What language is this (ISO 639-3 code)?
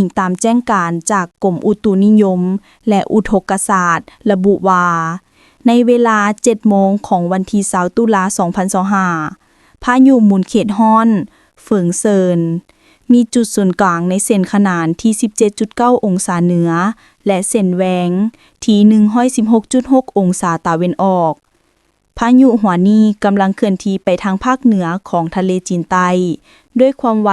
lao